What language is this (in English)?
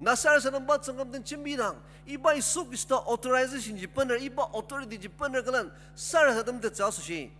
Ao Naga